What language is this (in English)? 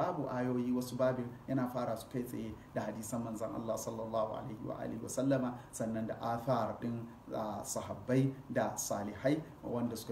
Hausa